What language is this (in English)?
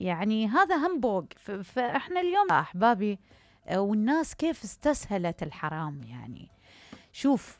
Mesopotamian Arabic